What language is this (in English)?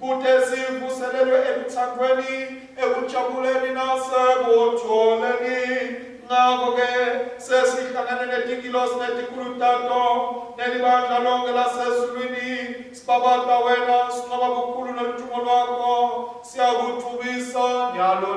Swati